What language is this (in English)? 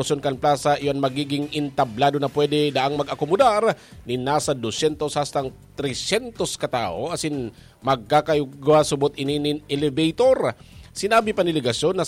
Bikol